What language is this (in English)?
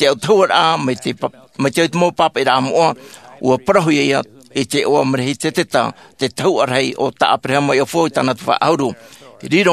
Tahitian